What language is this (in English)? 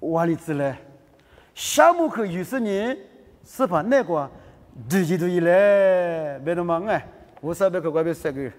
Lisu